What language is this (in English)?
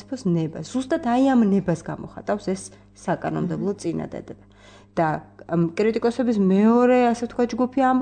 Georgian